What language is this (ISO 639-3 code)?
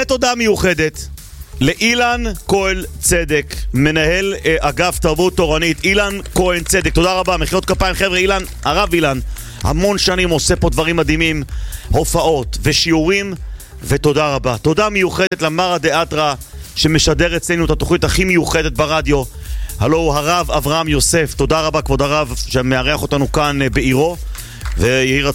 heb